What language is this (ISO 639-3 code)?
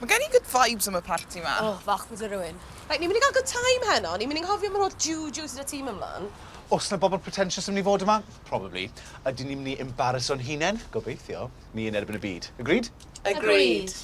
cym